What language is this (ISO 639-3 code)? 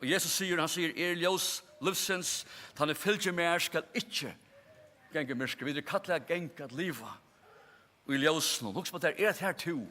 fao